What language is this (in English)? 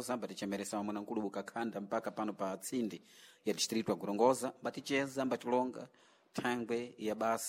Sena